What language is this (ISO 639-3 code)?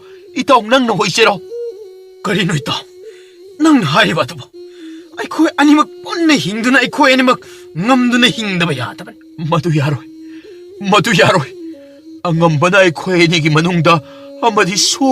mni